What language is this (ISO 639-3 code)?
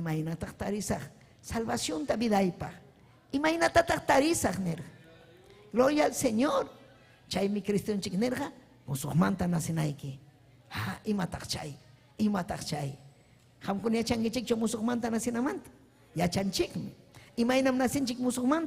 quy